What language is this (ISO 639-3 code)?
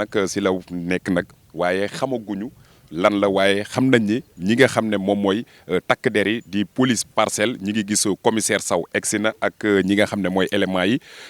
wol